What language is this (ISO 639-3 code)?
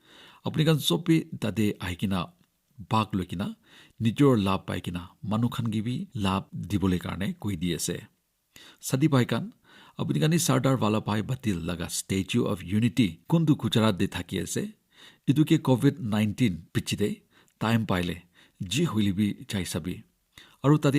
nag